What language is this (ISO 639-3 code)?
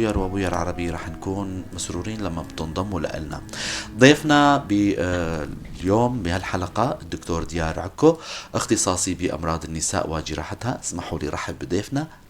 apc